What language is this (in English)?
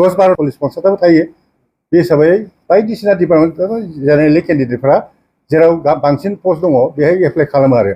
Bodo